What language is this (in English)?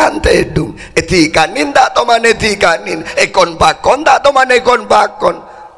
Madurese